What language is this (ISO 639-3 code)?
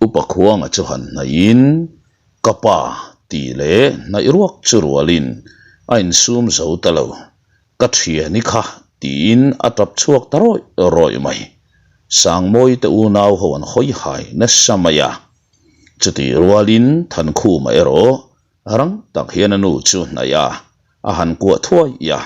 lus